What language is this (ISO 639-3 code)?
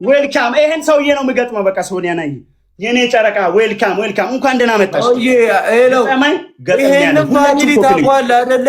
amh